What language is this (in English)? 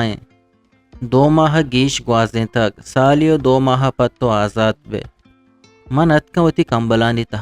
Eastern Balochi